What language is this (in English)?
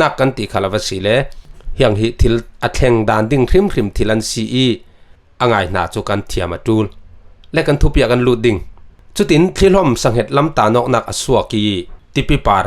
Falam Chin